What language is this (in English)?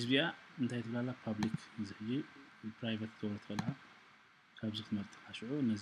Tigrinya